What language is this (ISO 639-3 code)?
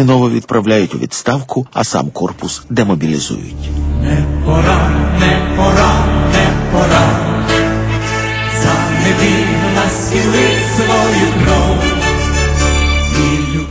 ukr